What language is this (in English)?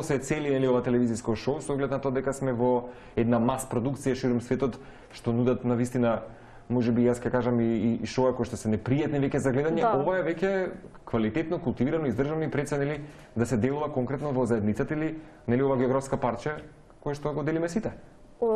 Macedonian